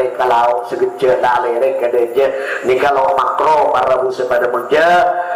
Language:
Madurese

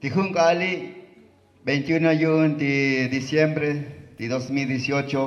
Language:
Tzotzil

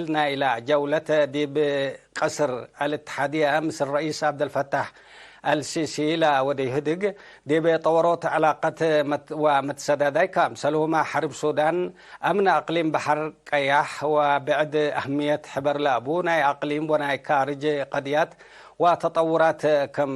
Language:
Tigre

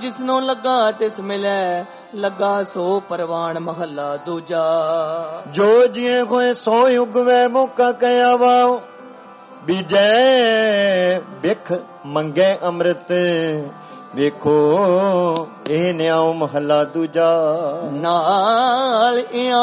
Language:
Punjabi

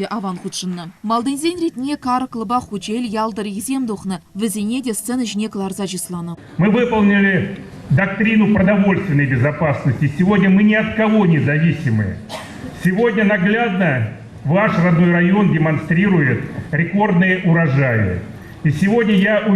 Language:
Chuvash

